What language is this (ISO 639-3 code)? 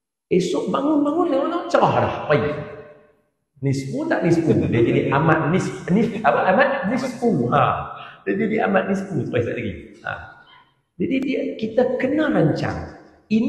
msa